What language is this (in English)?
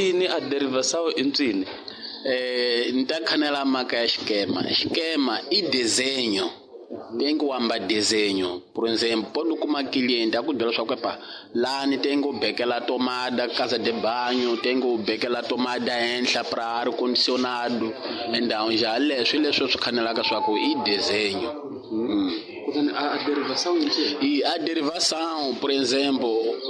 Tsonga